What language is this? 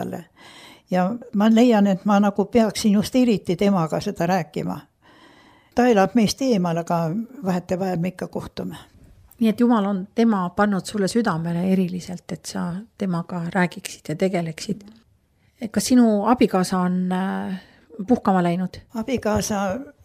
Estonian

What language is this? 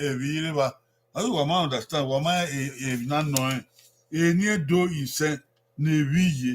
Bini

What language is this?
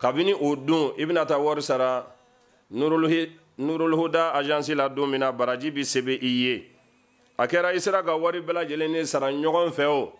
Bambara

